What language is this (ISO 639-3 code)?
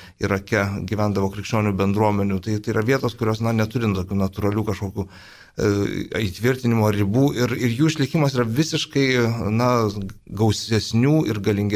lit